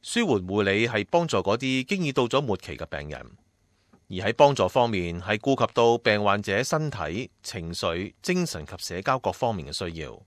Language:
Cantonese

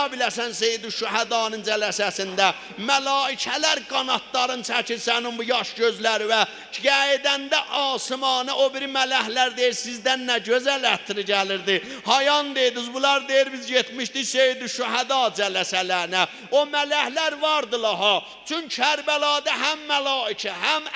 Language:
South Azerbaijani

